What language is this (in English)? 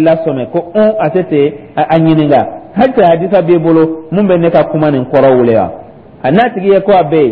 Dyula